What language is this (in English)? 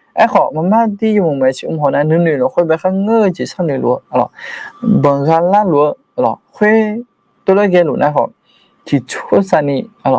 Akha